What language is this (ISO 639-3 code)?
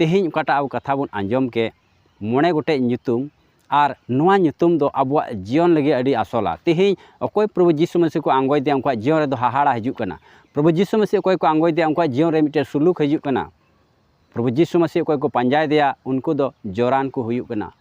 sat